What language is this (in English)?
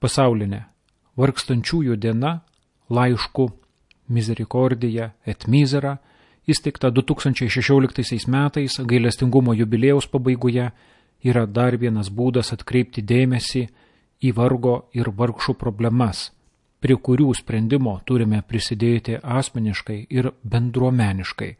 Lithuanian